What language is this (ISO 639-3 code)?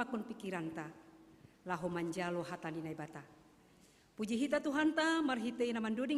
bts